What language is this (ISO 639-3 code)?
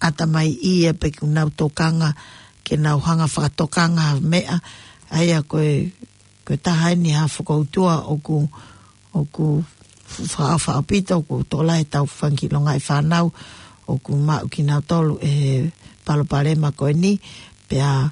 ton